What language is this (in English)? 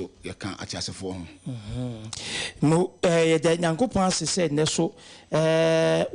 Akan